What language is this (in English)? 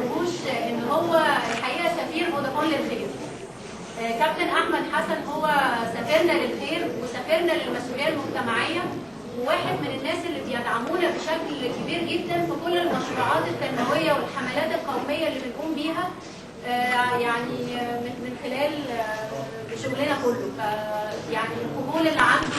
Egyptian Arabic